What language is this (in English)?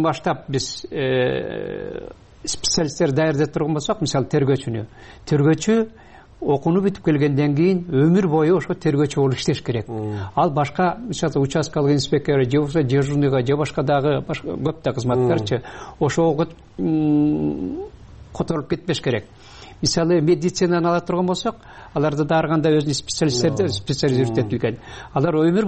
Kyrgyz